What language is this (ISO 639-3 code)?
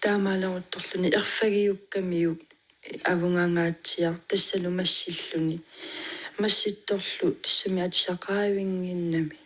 kal